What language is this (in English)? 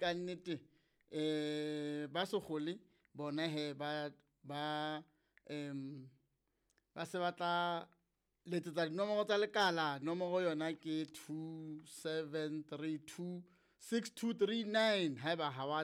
Southern Sotho